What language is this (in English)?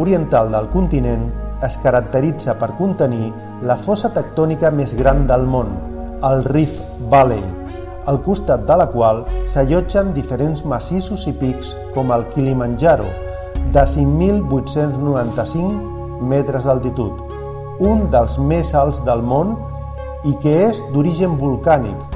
Catalan